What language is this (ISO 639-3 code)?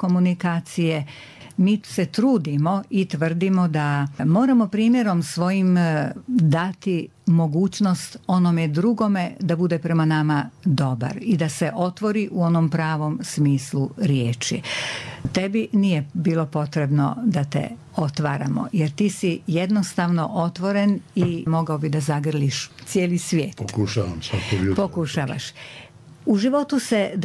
bos